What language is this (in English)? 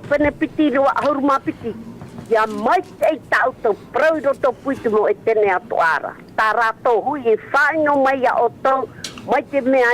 Tahitian